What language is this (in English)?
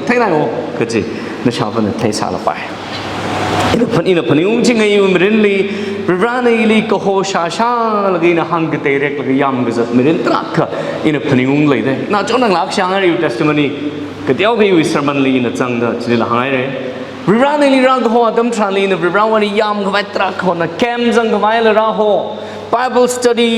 Tangkhul Naga (India)